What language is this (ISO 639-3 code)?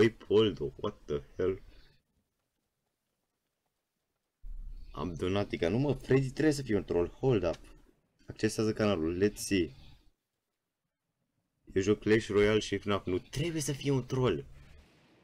ron